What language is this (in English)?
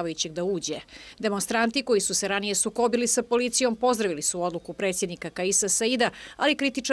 Bosnian